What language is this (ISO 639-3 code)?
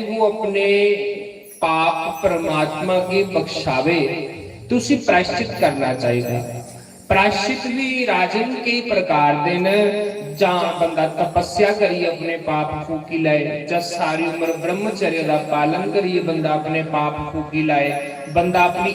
doi